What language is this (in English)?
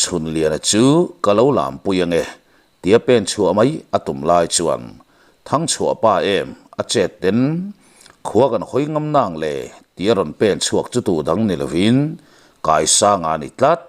Mizo